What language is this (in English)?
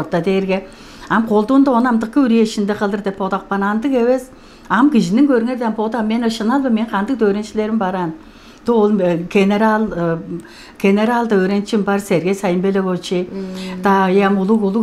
Tuvinian